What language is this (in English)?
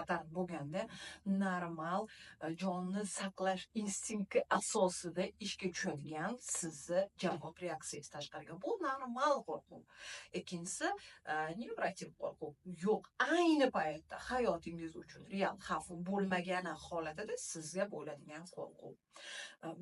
Uzbek